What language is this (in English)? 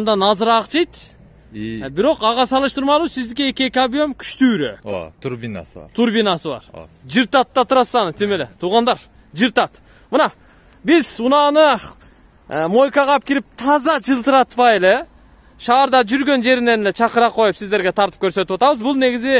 Kyrgyz